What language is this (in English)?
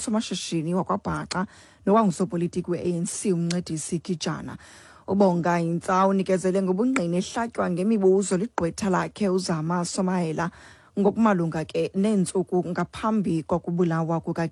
Xhosa